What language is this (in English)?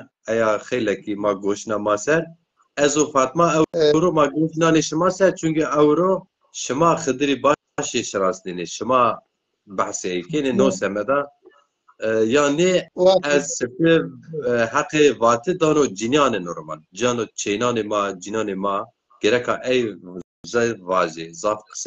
Zaza